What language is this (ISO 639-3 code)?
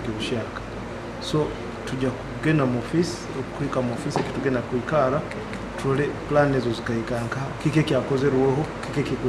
nyo